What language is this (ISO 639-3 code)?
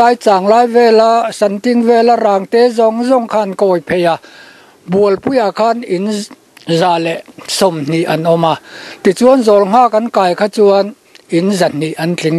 lus